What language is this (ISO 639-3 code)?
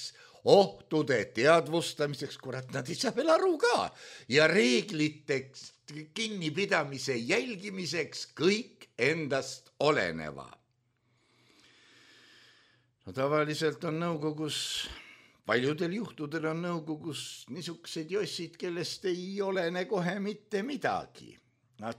est